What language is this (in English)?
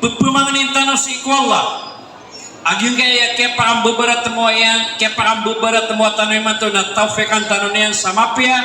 Maranao